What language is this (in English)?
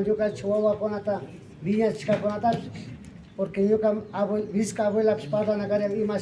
Imbabura Highland Quichua